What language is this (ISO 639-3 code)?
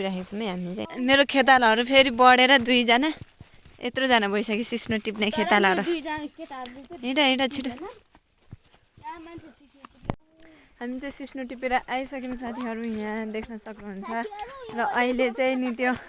nep